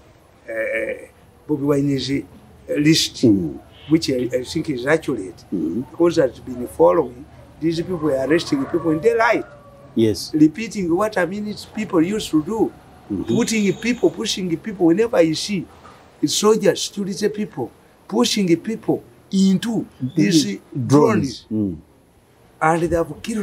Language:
English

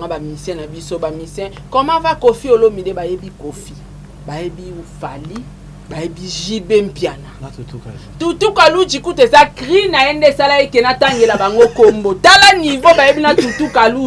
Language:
Lingala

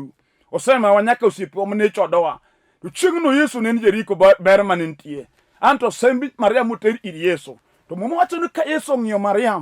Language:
Luo (Kenya and Tanzania)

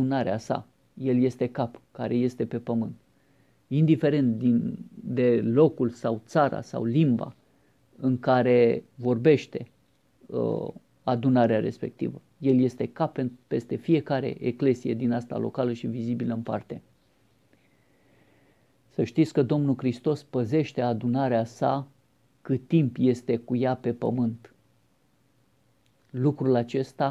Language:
Romanian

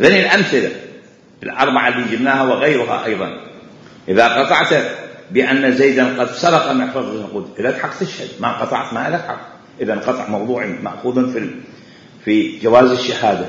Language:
Mesopotamian Arabic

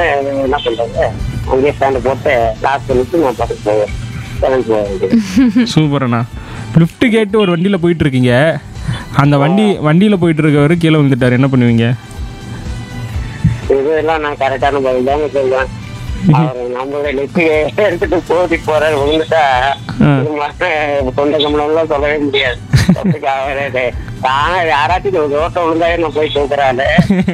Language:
Tamil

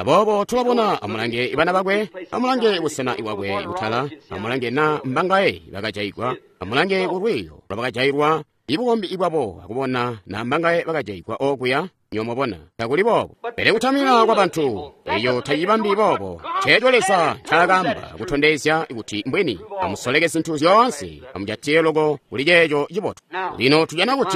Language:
Tonga (Zambia)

